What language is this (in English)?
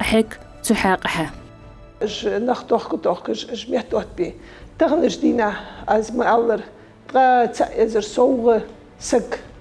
Ingush